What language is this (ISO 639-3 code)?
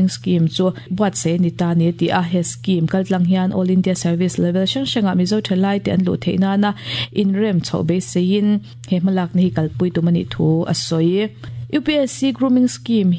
lus